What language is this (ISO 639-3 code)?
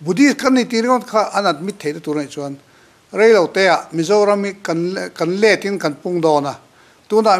lus